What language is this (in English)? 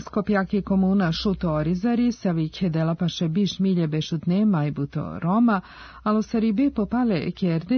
Serbian